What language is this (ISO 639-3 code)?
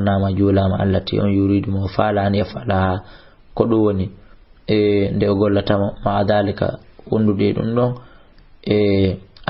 ful